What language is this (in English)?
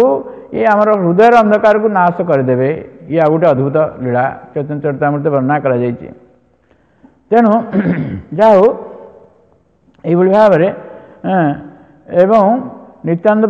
Odia